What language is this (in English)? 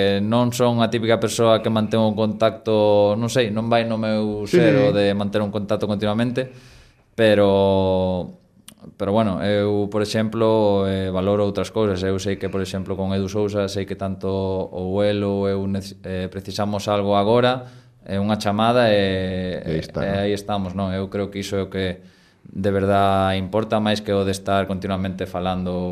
Galician